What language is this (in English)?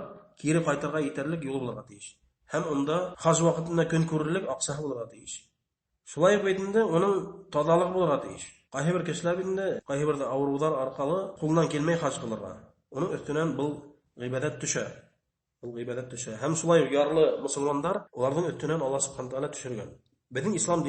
Bashkir